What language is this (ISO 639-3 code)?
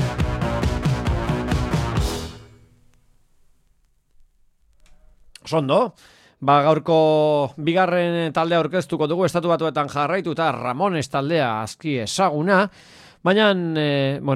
eus